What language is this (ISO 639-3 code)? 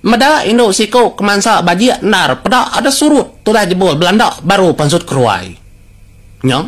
iba